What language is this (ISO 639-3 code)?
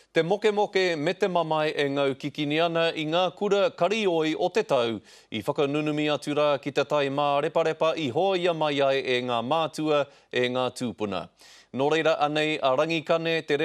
mri